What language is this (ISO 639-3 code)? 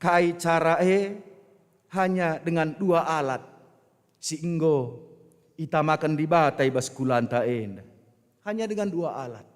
btx